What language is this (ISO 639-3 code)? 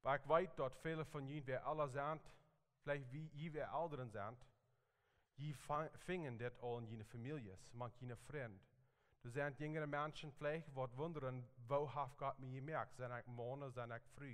pdt